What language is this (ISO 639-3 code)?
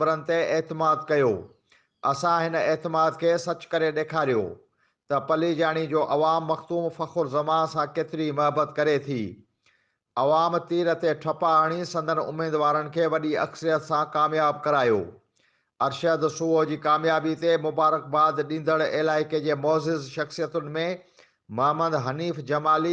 snd